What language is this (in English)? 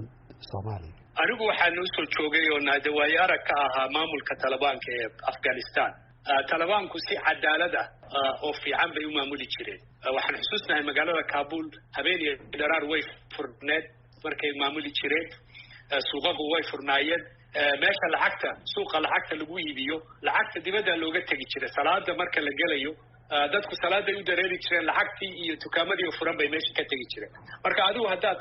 Somali